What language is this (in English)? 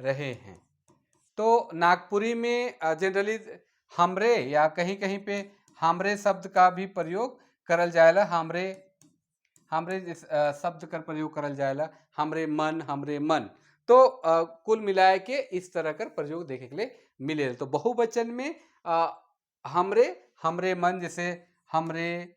Sadri